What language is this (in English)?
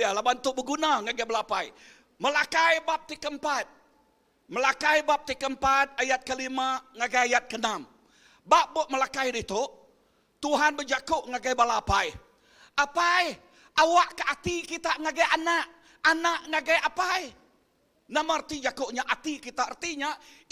Iban